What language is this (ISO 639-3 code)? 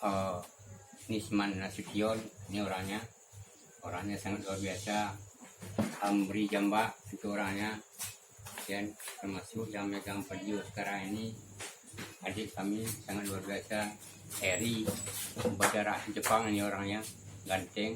min